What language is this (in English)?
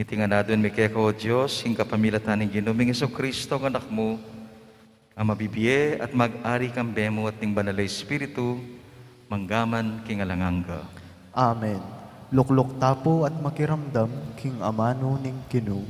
Pampanga